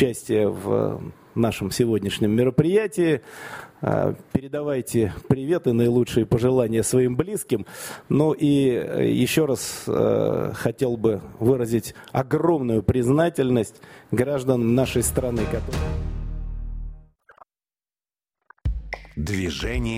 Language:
Russian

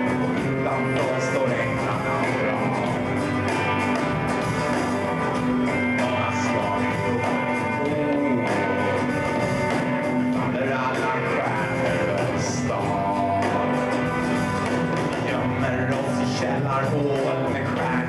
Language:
Swedish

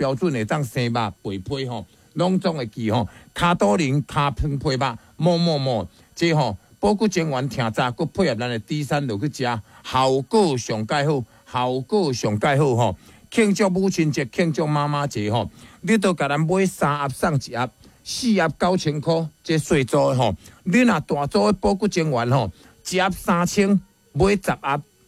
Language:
Min Nan Chinese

